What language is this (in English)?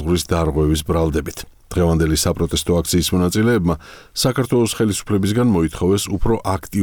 Georgian